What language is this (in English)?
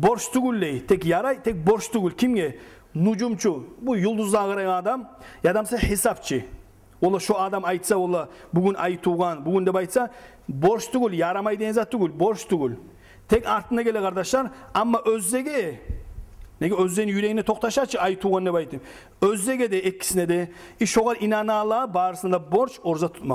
Kumyk